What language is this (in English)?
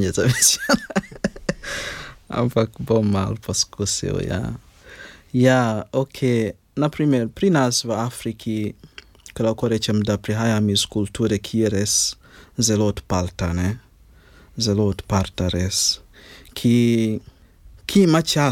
Slovenian